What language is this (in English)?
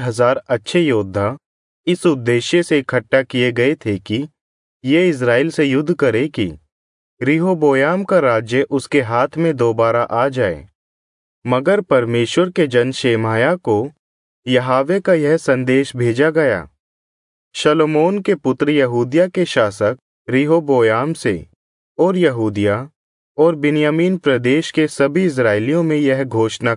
Hindi